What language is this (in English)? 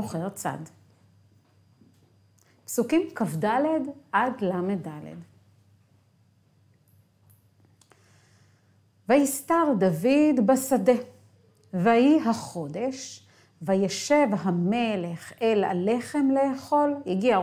Hebrew